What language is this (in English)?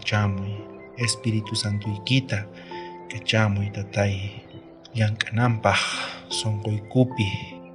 South Bolivian Quechua